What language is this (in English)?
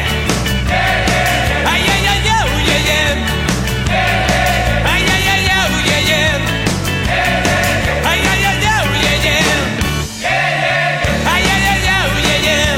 Basque